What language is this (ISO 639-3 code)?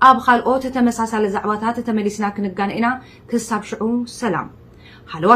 tir